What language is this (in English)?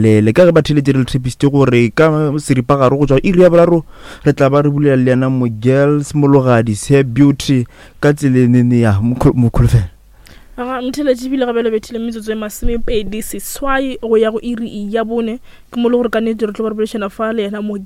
Northern Sotho